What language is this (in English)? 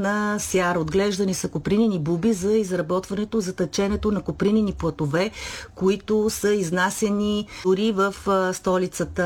Bulgarian